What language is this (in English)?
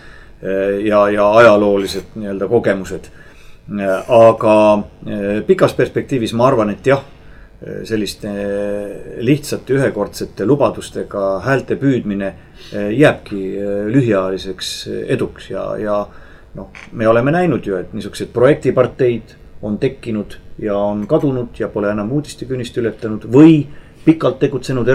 Estonian